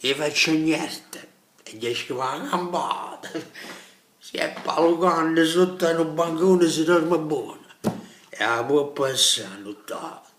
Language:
Neapolitan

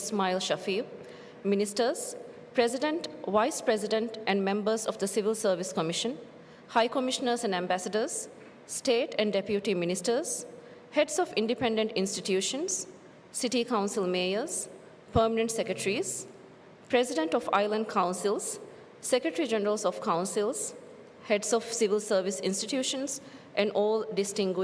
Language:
Divehi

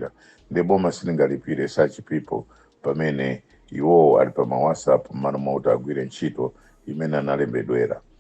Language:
Nyanja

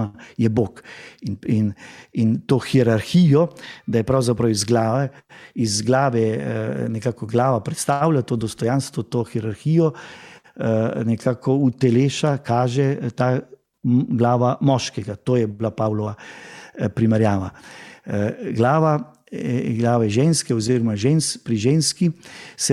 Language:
Slovenian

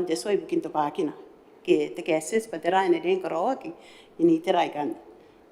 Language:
Gilbertese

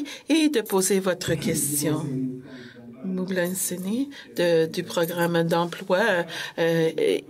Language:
French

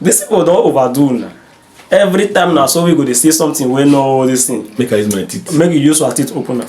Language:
Nigerian Pidgin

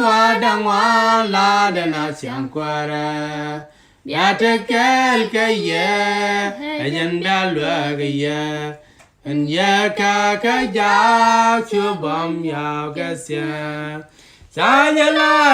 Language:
Nuer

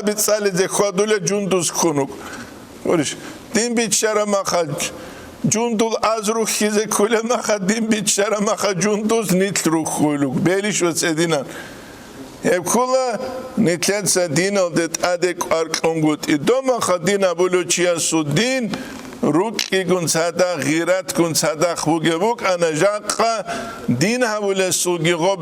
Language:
Avaric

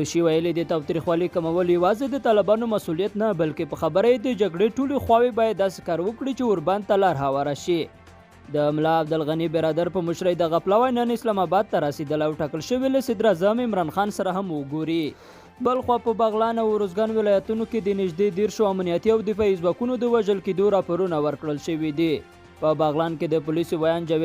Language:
Pashto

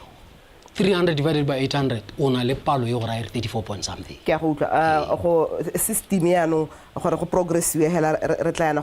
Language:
Tswana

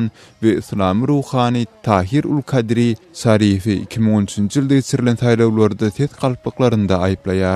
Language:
Turkmen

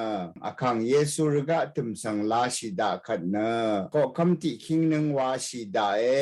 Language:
Rawang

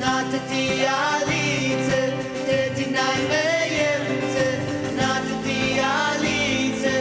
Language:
Ao Naga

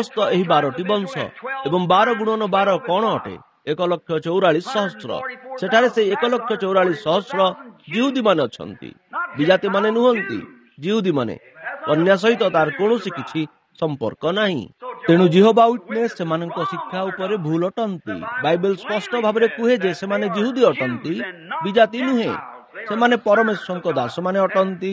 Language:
Odia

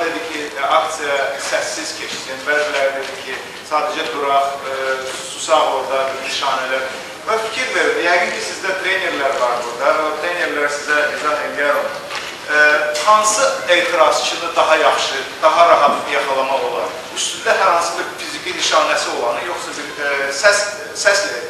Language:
Azerbaijani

